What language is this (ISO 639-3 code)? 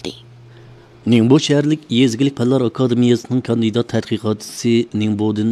uig